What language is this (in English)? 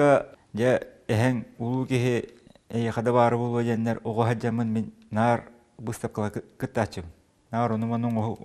Yakut